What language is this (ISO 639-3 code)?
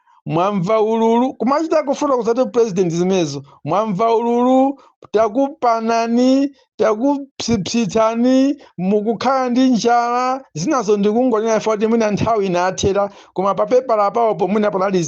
nya